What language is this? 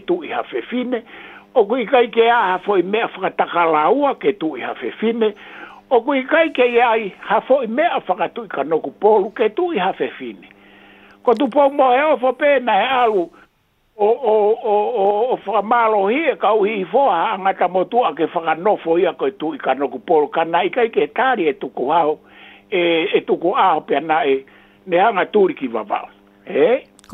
Tongan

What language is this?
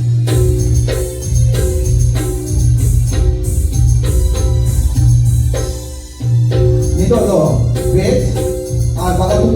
Santali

